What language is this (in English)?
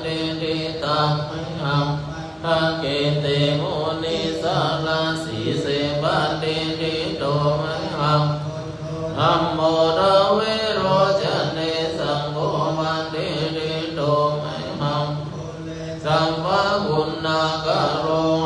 Pali